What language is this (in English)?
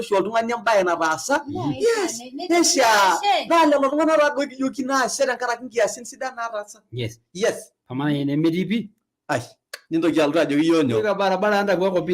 Masai